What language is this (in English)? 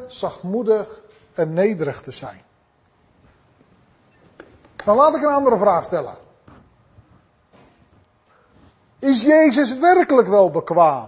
Dutch